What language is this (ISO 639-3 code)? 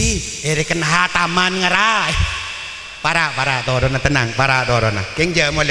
mad